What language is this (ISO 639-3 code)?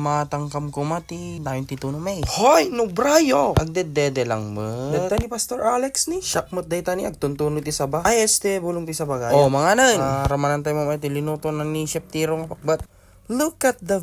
ilo